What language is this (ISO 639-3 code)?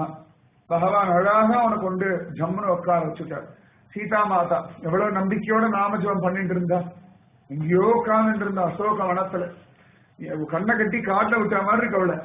tam